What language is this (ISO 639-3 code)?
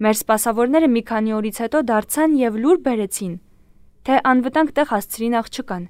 hye